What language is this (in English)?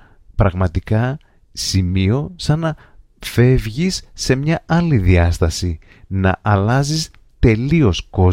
Greek